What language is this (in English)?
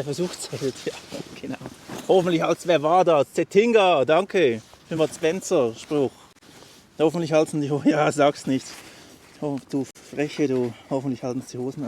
Swiss German